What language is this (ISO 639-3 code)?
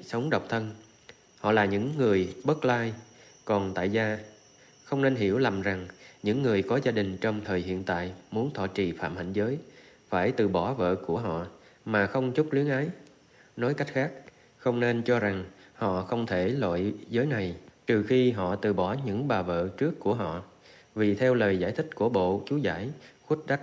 vie